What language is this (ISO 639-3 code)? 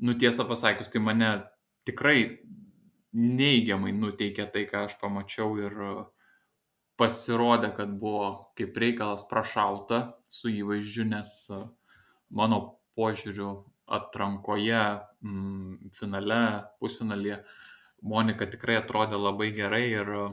lit